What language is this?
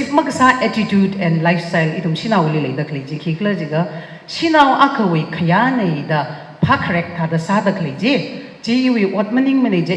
Tangkhul Naga (India)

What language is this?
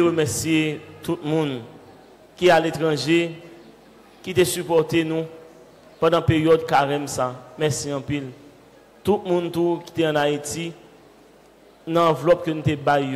French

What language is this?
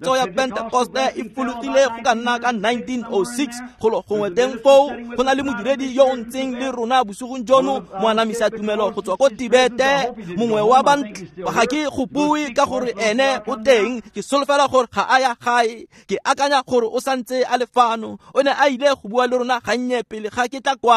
Tswana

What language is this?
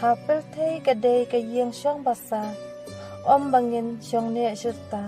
Khasi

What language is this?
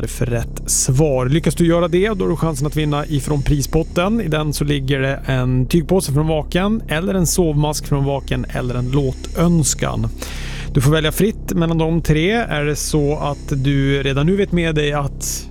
Swedish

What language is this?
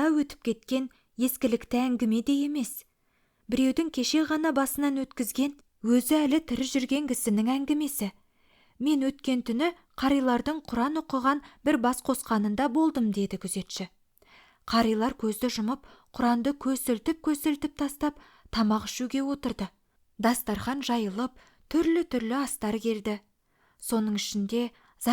Kazakh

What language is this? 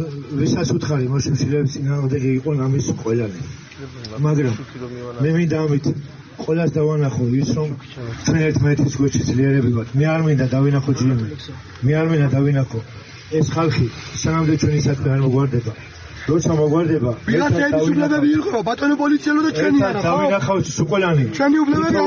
Georgian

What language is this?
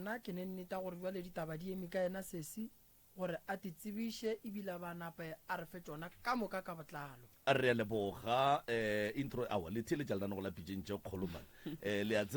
Northern Sotho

